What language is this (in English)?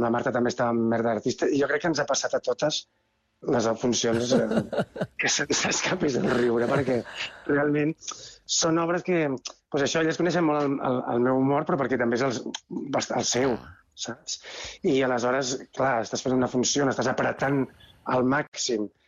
Catalan